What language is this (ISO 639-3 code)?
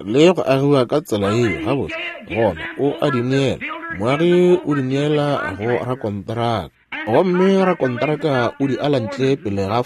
nso